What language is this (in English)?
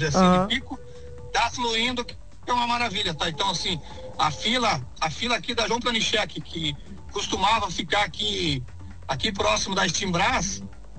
Portuguese